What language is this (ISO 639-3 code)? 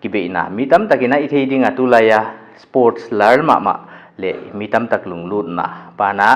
pck